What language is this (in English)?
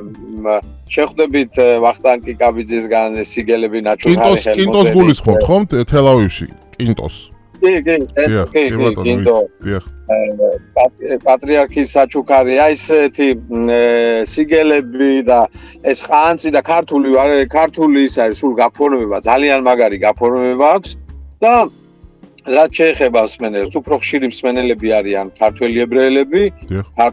Georgian